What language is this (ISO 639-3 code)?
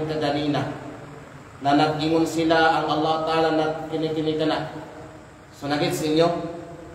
kqe